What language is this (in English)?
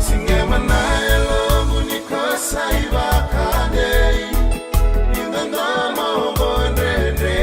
Fijian